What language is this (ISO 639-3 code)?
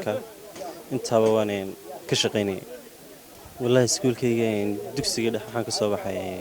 som